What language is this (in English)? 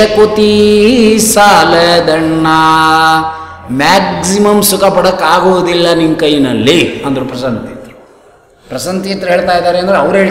Kannada